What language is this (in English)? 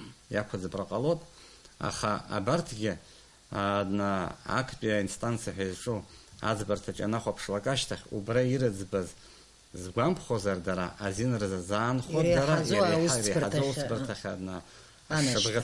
Abkhazian